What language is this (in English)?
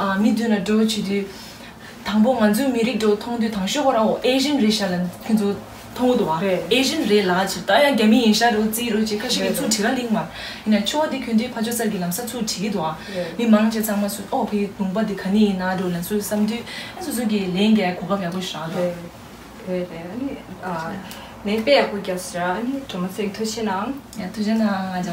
Tibetan